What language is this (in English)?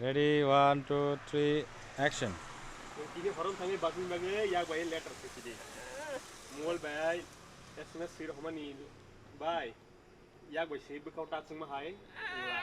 Kok Borok